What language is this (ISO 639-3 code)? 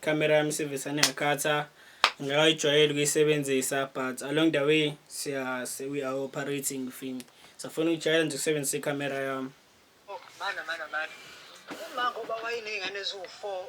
zul